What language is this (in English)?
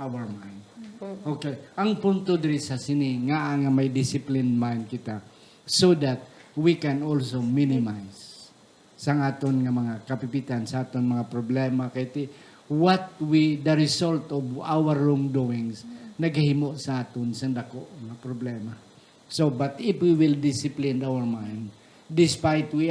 Hiligaynon